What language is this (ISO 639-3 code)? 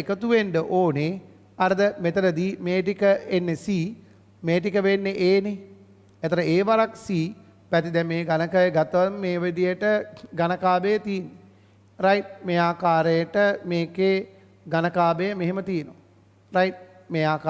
sin